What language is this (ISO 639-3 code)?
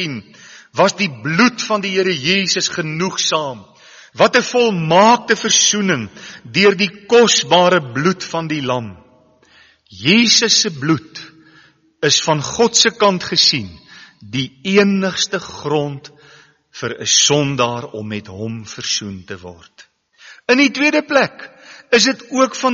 afr